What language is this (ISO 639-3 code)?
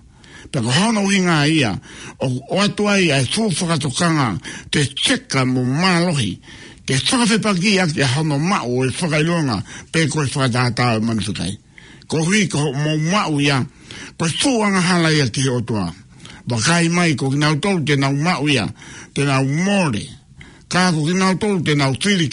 ton